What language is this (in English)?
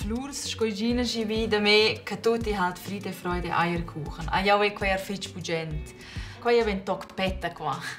Romansh